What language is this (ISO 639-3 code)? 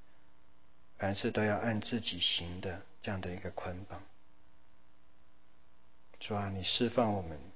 zho